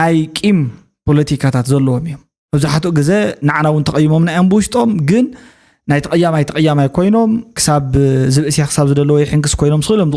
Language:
Tigrinya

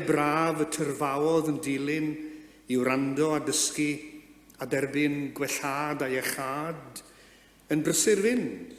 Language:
Welsh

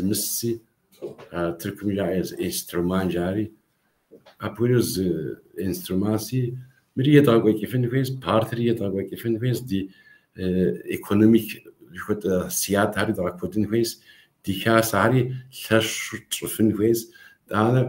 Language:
Kabardian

